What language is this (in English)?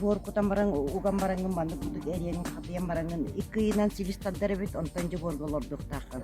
Yakut